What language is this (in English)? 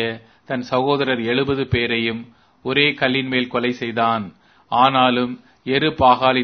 Tamil